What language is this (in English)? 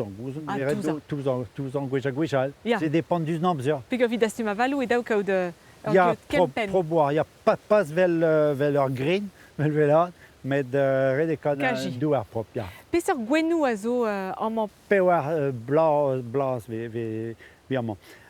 Breton